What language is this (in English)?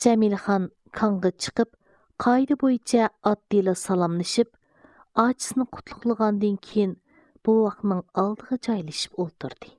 Uyghur